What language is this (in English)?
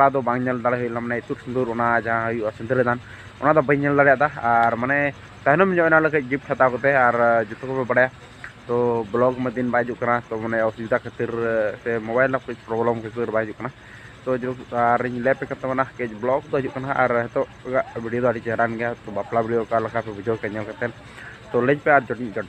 Santali